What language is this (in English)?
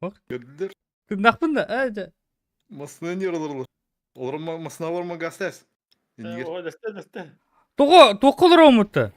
Yakut